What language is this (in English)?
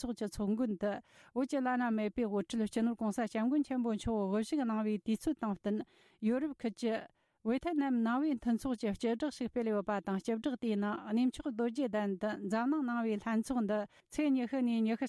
Tibetan